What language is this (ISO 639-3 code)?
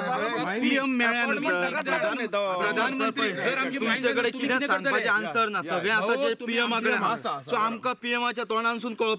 kok